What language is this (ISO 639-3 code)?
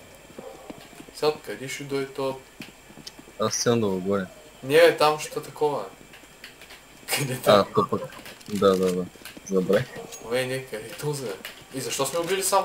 bul